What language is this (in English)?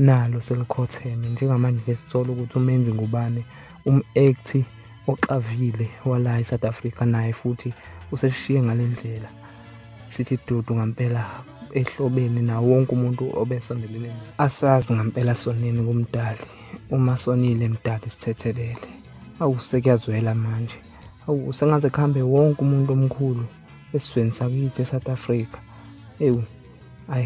Zulu